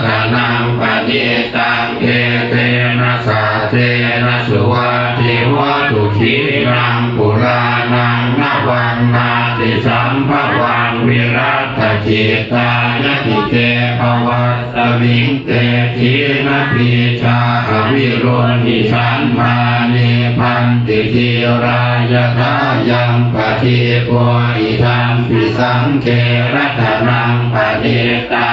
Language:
Pali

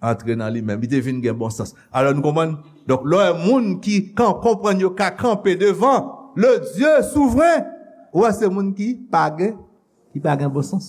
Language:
Haitian Creole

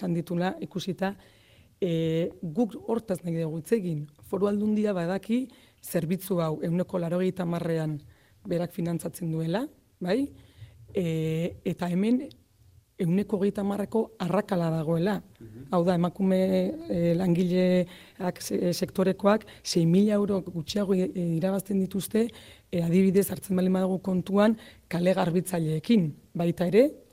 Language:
Basque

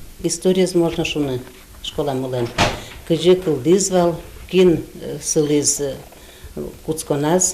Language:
Udmurt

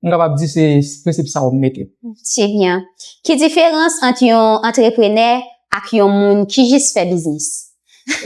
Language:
Haitian Creole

